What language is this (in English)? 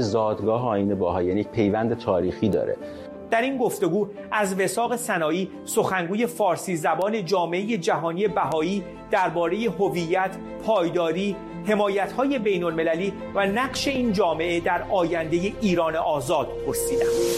Persian